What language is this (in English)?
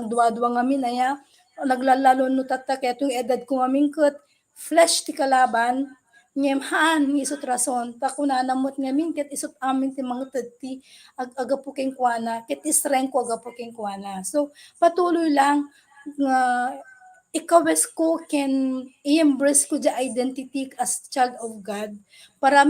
Iloko